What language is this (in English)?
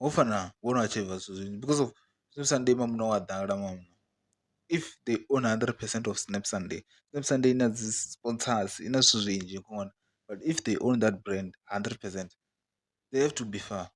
Venda